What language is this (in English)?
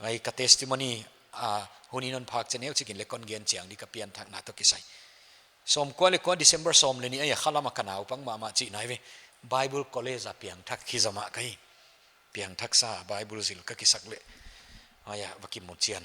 Paite Chin